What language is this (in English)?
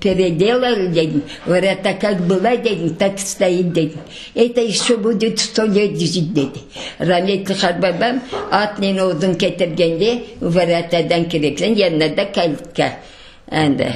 Crimean Tatar